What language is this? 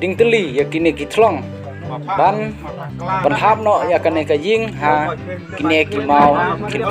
Khasi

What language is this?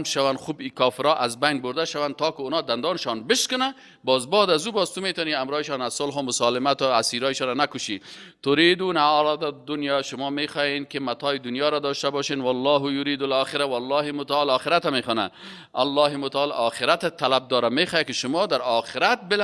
Persian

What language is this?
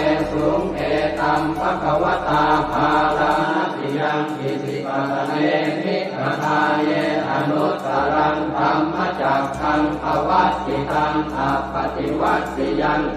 Pali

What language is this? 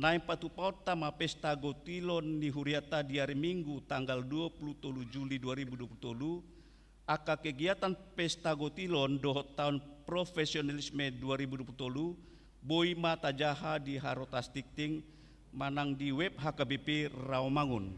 Batak Toba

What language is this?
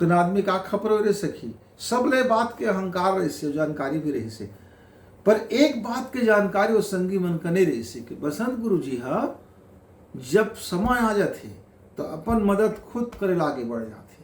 Chhattisgarhi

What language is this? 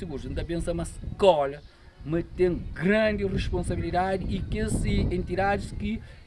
Kabuverdianu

